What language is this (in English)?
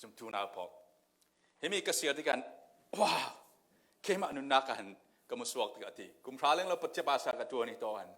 Falam Chin